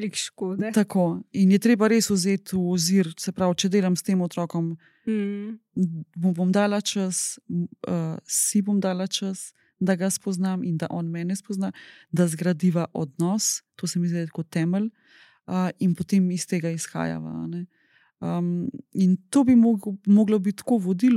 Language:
Slovenian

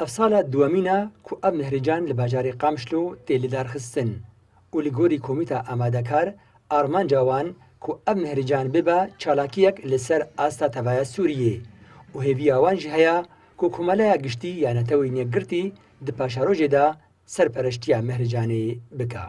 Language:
Kurdish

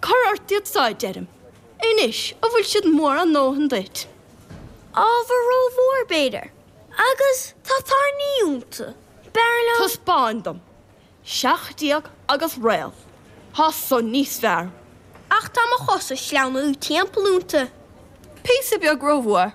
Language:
Irish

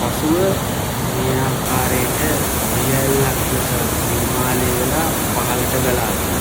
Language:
Sinhala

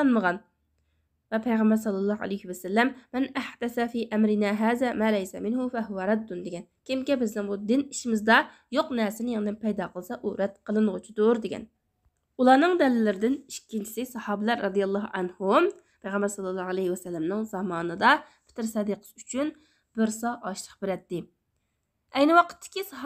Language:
Uyghur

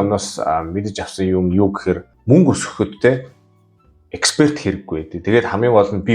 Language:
Mongolian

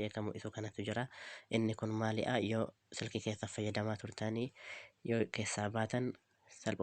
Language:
Oromo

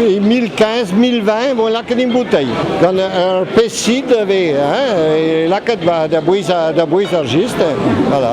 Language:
Breton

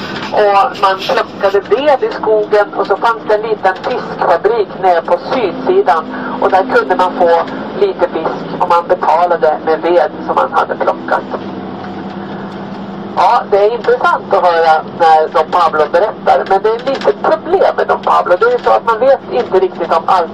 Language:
Swedish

